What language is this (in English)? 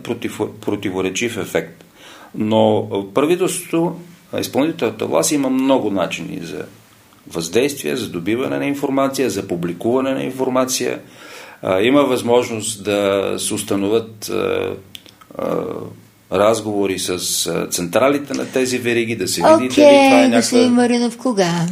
Bulgarian